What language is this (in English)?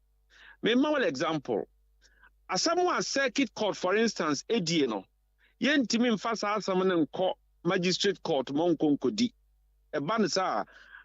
Akan